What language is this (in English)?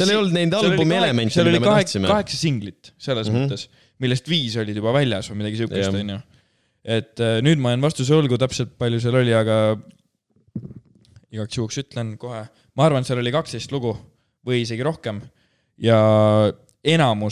Estonian